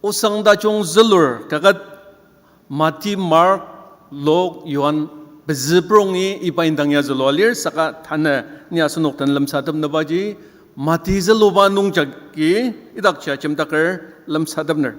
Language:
Ao Naga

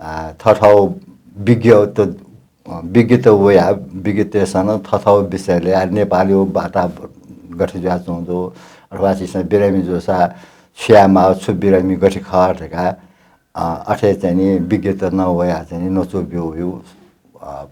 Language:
Newari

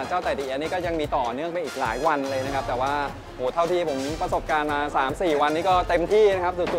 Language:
Thai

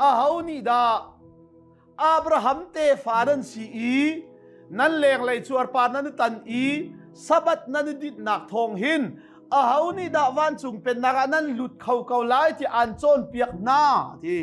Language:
Hakha Chin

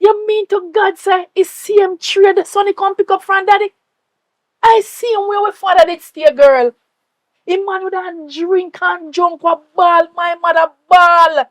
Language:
Jamaican Creole English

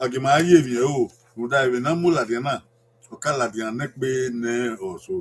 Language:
Bini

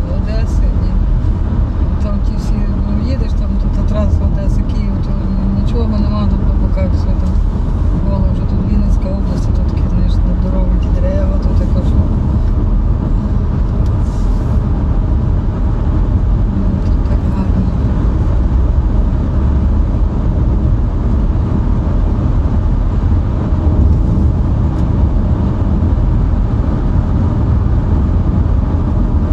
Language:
Ukrainian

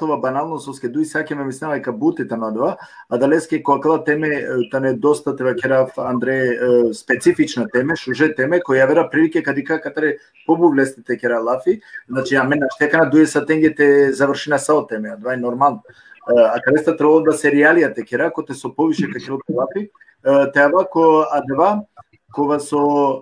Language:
Balkan Romani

